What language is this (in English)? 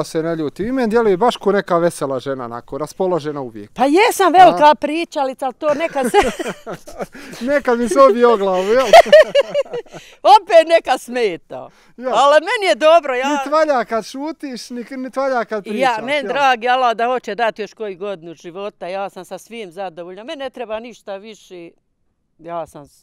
Bosnian